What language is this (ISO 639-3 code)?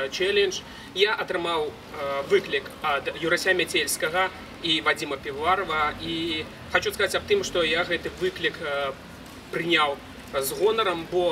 bel